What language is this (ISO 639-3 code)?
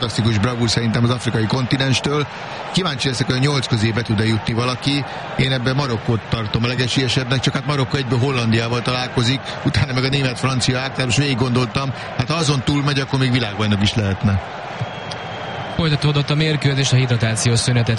hun